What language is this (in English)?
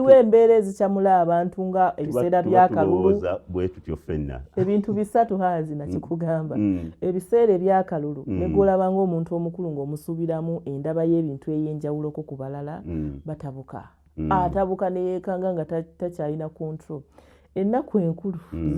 Ganda